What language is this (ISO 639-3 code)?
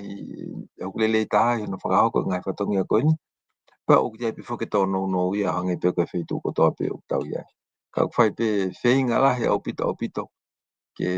ton